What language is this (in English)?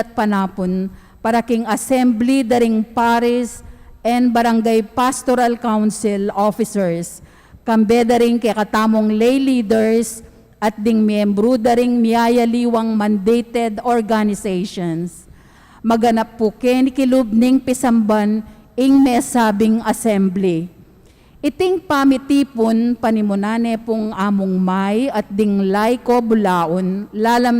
Pampanga